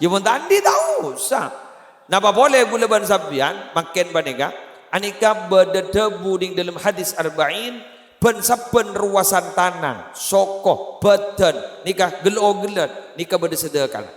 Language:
Madurese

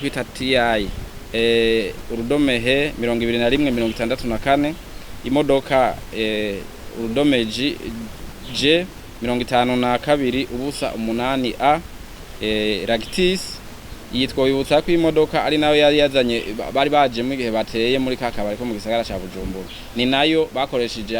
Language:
Rundi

